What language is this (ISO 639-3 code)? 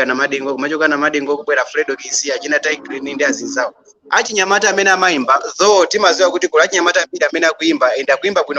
nya